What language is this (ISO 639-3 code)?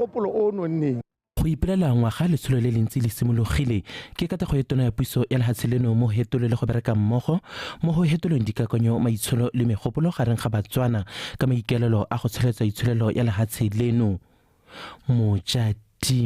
tsn